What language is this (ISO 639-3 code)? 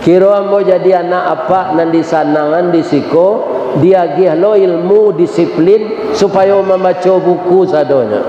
min